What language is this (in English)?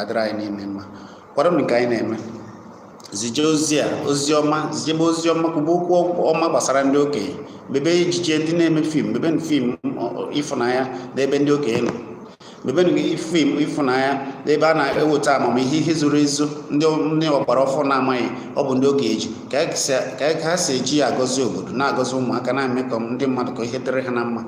Igbo